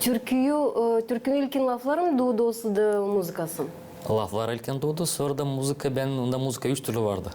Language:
Gagauz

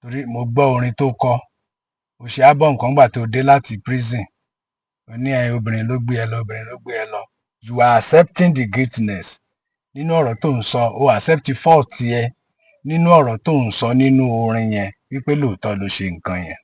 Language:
Yoruba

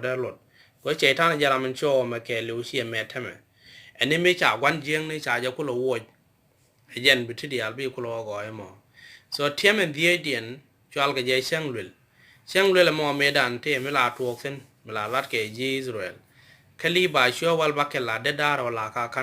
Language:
Nuer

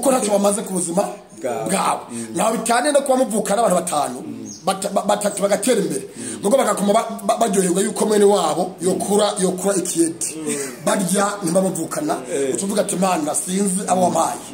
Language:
Rundi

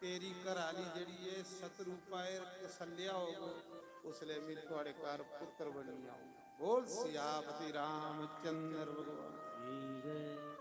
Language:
Dogri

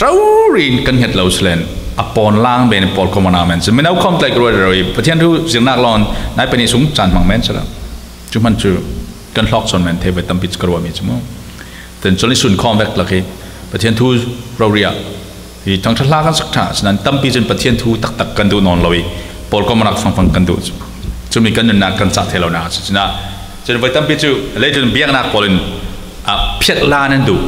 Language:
Falam Chin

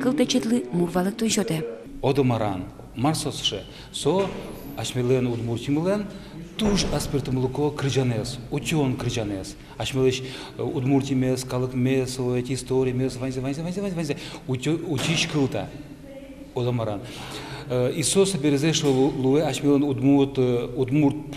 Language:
Udmurt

